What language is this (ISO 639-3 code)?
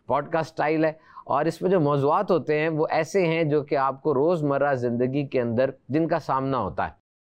urd